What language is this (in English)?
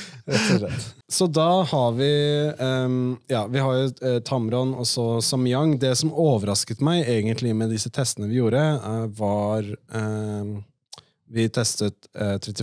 Norwegian